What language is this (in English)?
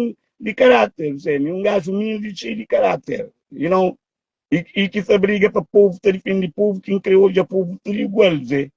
Kabuverdianu